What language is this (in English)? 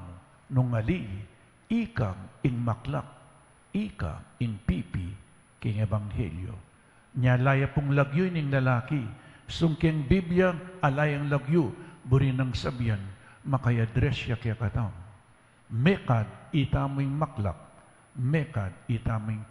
Pampanga